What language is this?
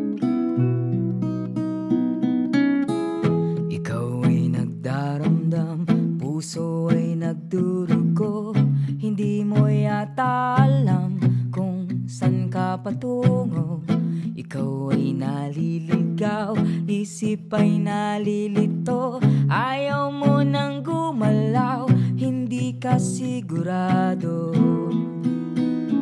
Filipino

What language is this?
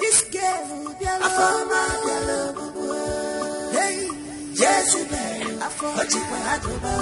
Nigerian Pidgin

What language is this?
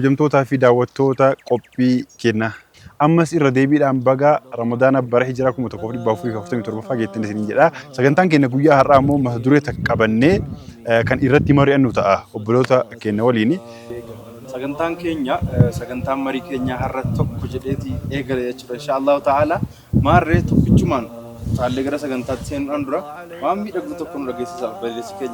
Oromo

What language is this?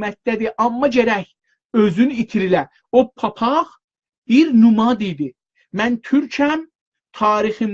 South Azerbaijani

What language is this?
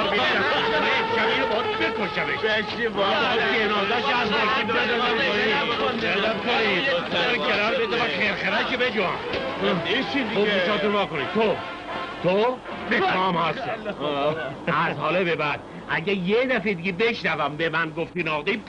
Persian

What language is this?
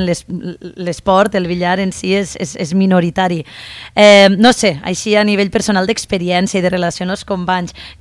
Catalan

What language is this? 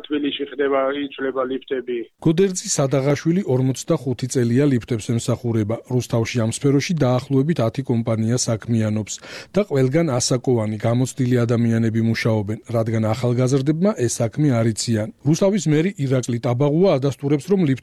Georgian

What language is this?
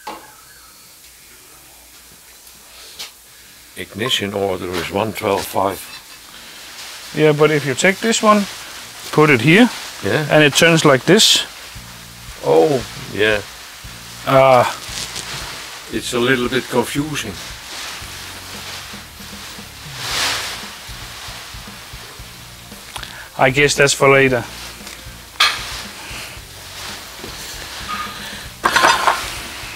Danish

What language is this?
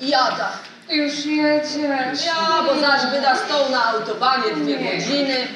Silesian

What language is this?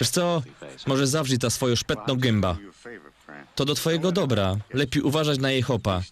Silesian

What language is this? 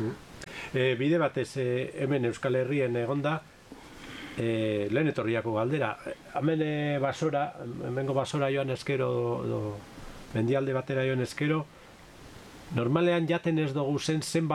Basque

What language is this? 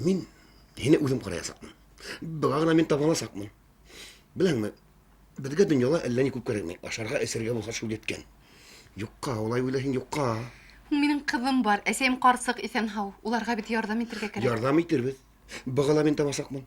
Bashkir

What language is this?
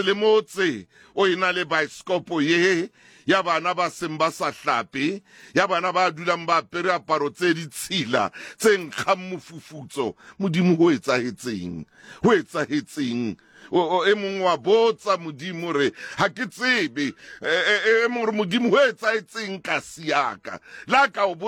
Southern Sotho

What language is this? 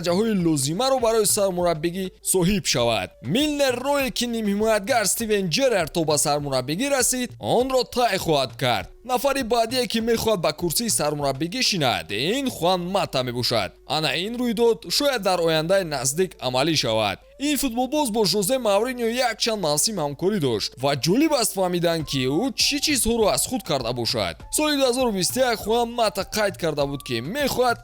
Tajik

